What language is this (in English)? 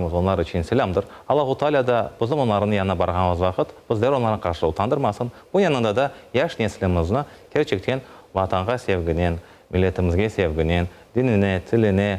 Crimean Tatar